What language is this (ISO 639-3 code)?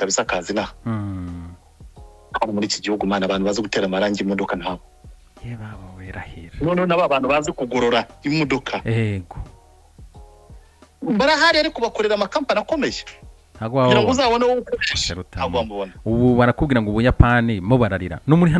kin